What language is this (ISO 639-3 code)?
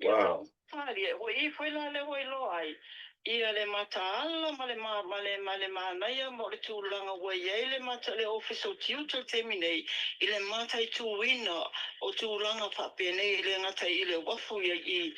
smo